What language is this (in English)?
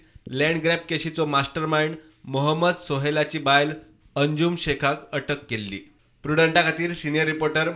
Konkani